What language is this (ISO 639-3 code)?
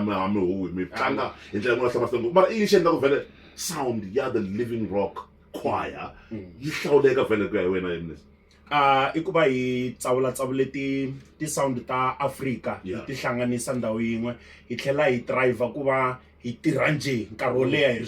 tso